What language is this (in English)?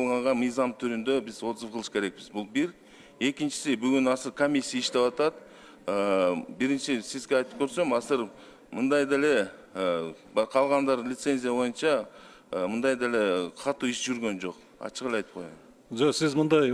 Kyrgyz